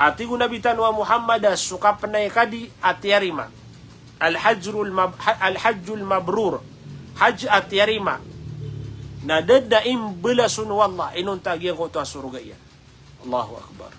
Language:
Maranao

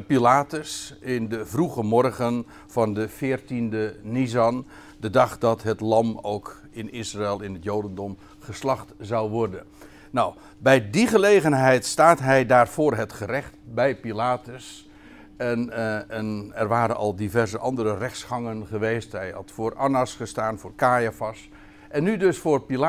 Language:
Dutch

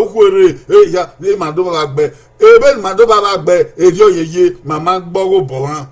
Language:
Bini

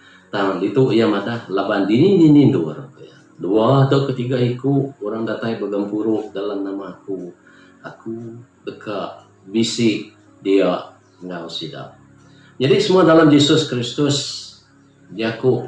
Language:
Iban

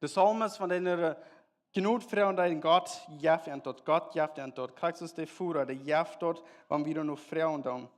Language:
Plautdietsch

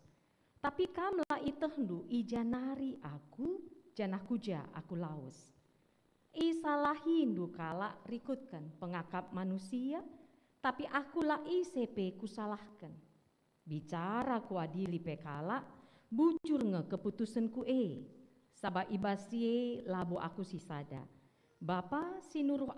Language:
Batak Karo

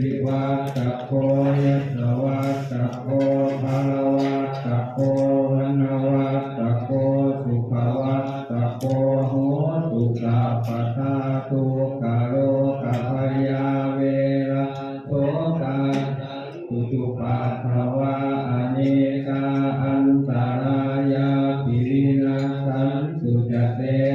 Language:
Pali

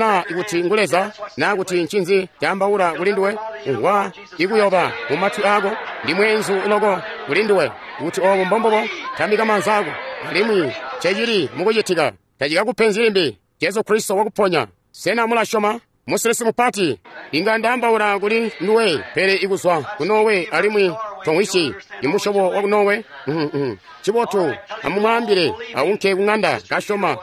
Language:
Tonga (Zambia)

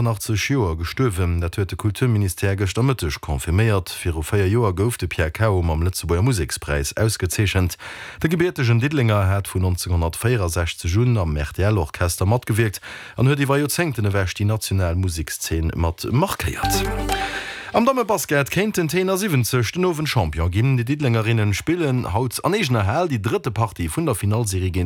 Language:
Luxembourgish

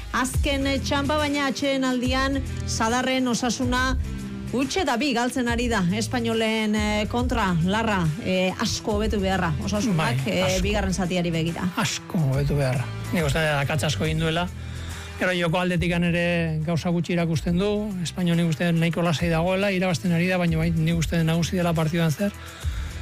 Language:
Basque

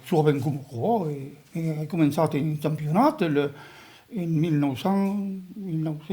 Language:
Occitan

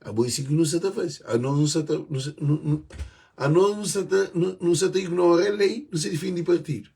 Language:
Kabuverdianu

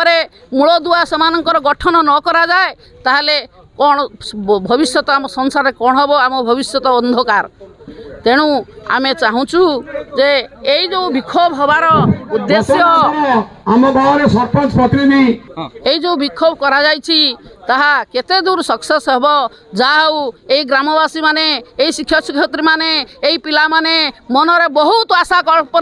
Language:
Odia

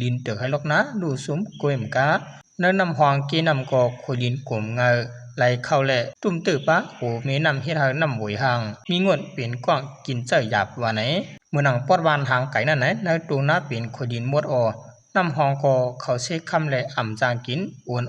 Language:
Shan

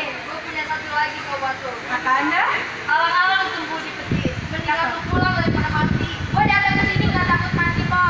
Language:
Betawi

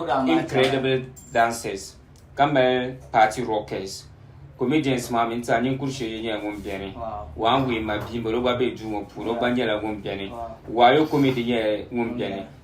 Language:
Dagbani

